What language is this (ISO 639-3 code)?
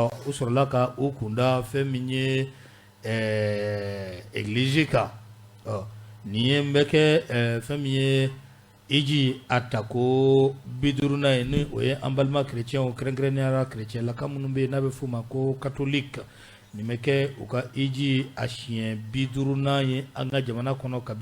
bam